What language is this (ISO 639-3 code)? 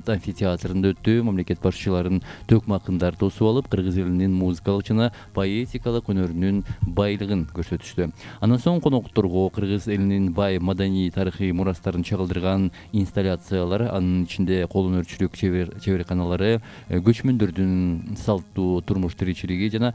kir